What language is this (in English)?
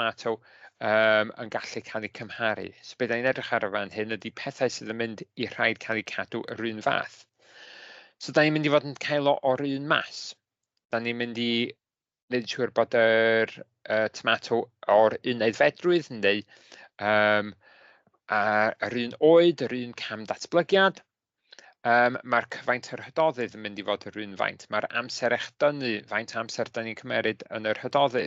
Welsh